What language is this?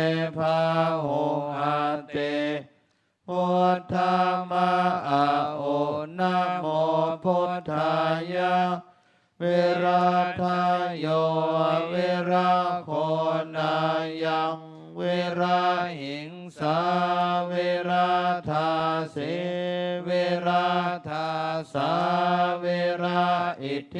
Pali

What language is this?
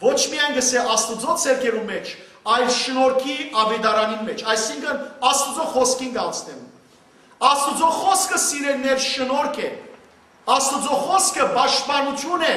Western Armenian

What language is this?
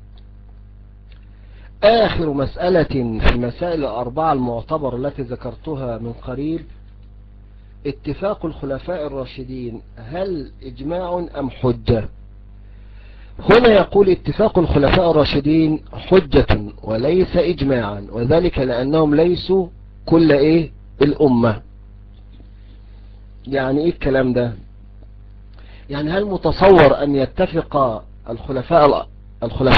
Arabic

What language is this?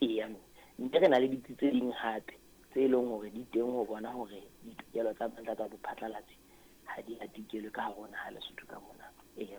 Southern Sotho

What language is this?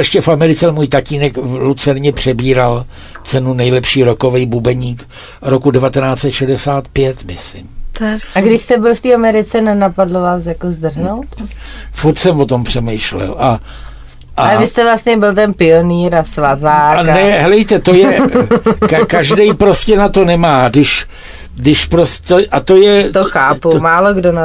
Czech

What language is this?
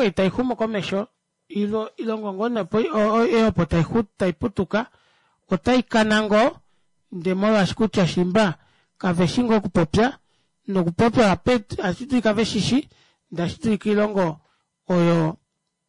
Kuanyama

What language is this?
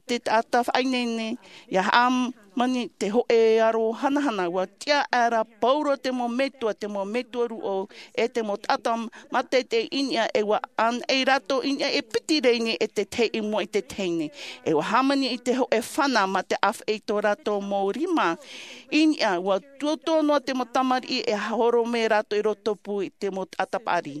Tahitian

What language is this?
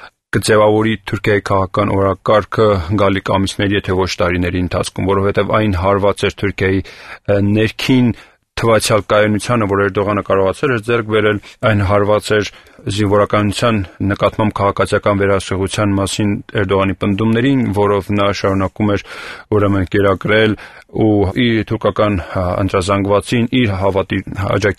Armenian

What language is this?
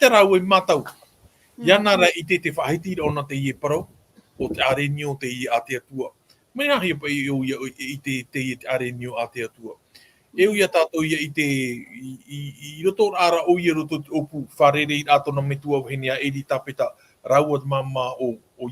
Tahitian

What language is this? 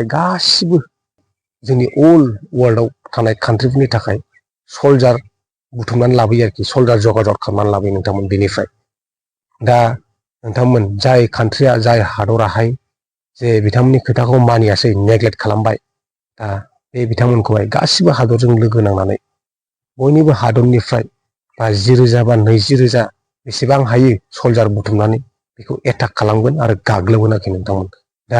Bodo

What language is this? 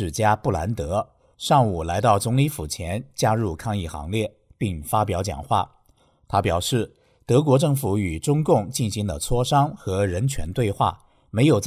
Chinese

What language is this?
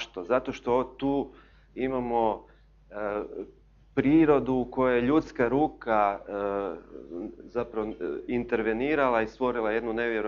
Croatian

